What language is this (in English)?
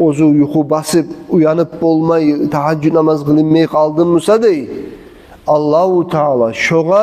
Kumyk